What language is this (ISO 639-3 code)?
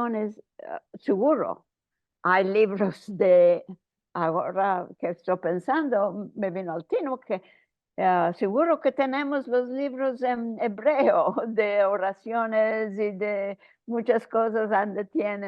lad